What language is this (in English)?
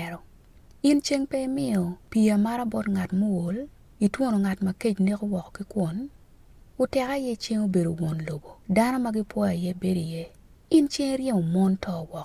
Acoli